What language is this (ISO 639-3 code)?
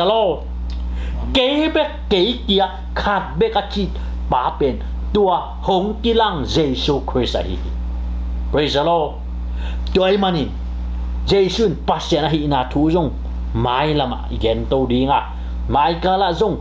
ctd